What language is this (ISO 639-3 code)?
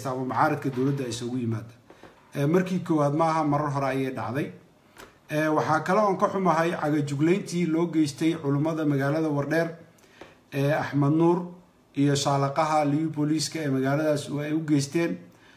som